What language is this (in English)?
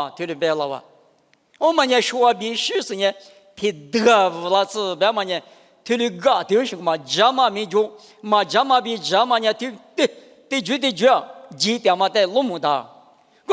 Lisu